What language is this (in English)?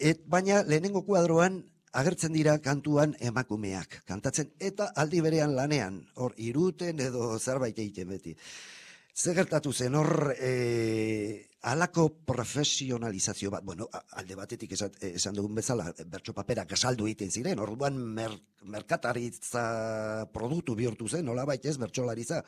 Basque